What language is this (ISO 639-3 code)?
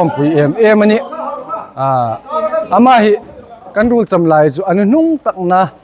hmr